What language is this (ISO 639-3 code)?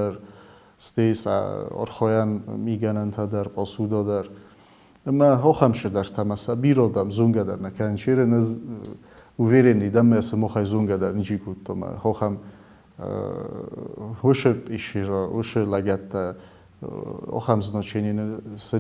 oss